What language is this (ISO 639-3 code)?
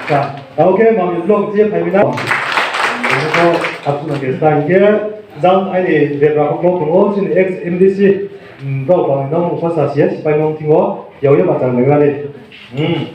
ria